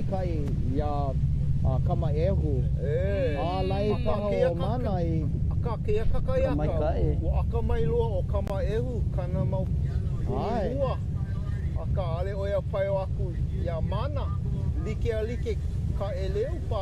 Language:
Hawaiian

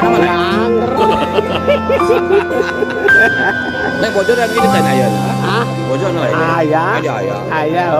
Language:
Indonesian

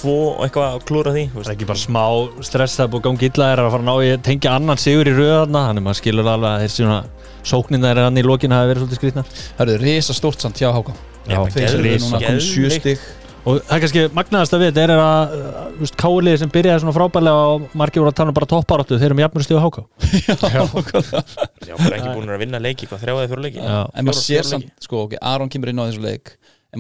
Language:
Icelandic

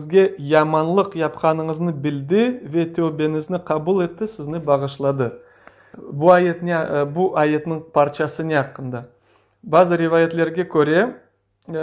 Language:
Crimean Tatar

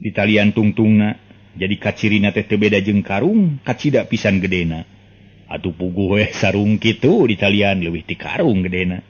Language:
Sundanese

